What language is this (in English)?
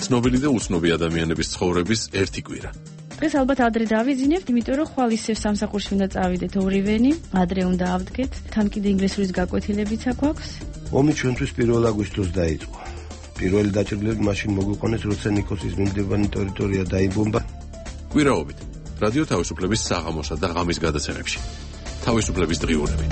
Georgian